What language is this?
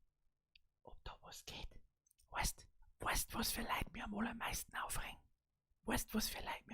Bavarian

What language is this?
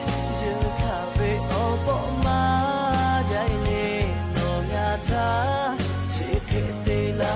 Lahu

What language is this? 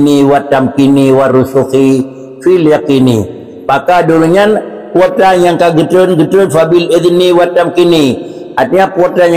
Achinese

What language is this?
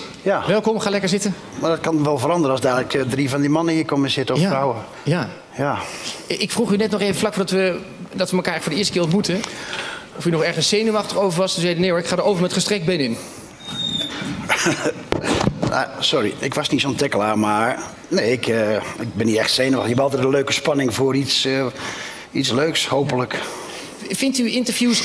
Dutch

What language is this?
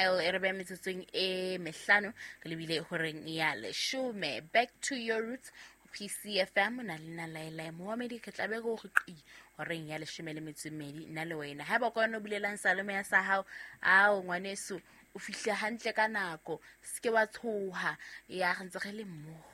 Southern Sotho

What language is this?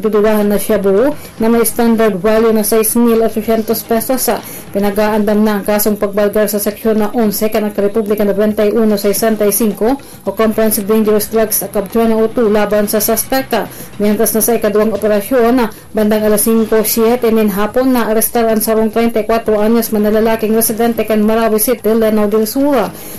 Bikol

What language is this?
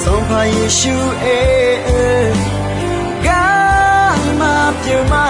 Akha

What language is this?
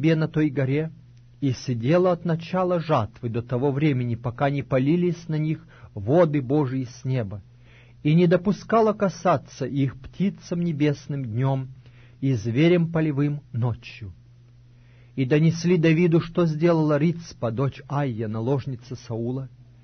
Russian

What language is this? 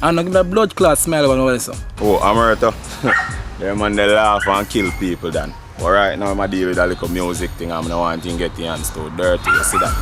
Jamaican Creole English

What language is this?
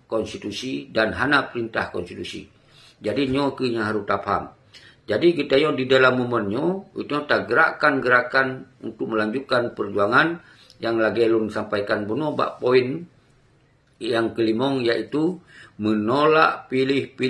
Achinese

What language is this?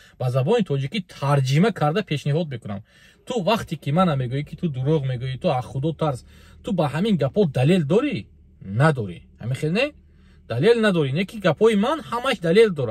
Tajik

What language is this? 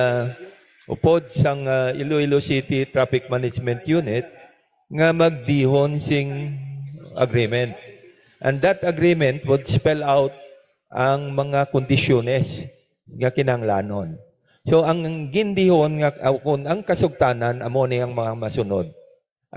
Hiligaynon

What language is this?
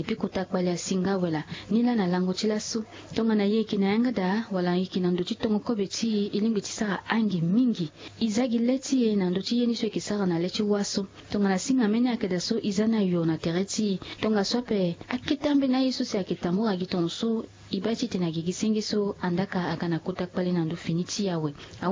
Sango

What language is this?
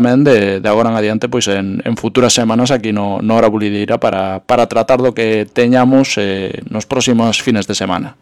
Galician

